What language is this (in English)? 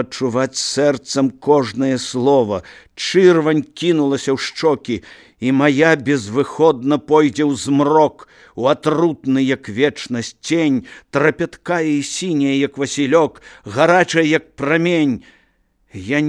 Belarusian